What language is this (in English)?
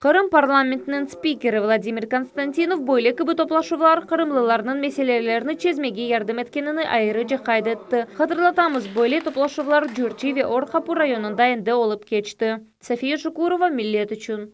Crimean Tatar